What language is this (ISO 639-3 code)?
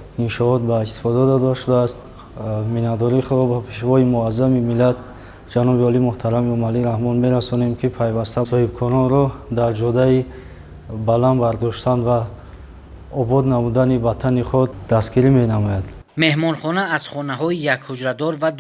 tgk